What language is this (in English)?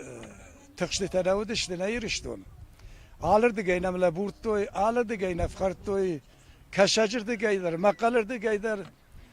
Ossetic